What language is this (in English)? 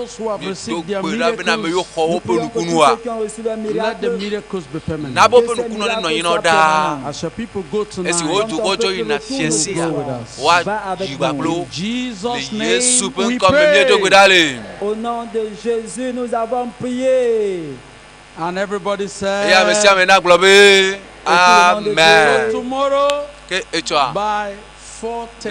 Ewe